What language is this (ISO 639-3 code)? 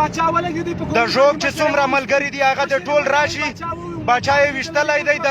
pus